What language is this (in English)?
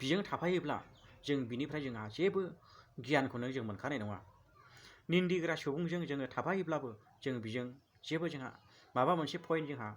Bodo